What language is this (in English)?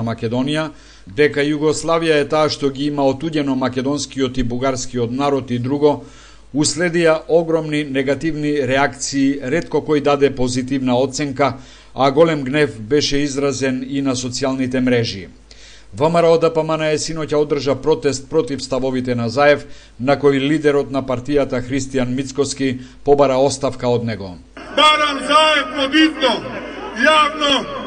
Macedonian